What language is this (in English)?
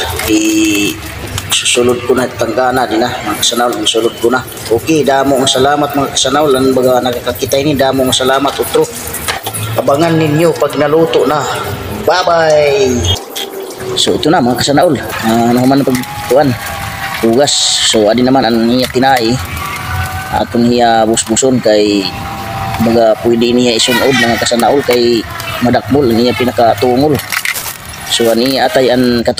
Waray